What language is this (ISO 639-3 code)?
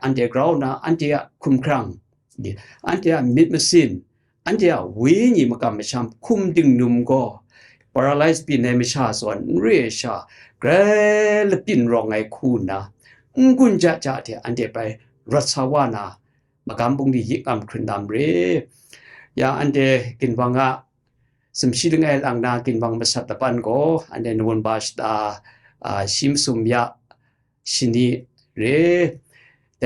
kac